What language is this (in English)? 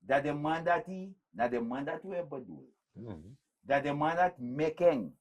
Sranan Tongo